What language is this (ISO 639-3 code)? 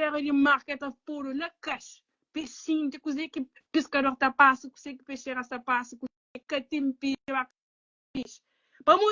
kea